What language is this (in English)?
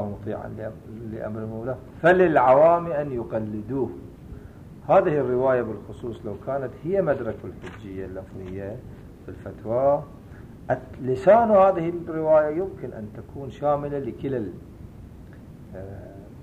Arabic